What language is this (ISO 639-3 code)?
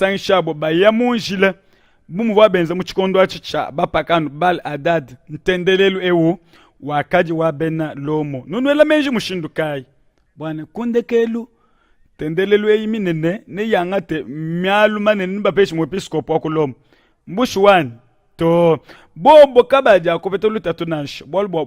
lua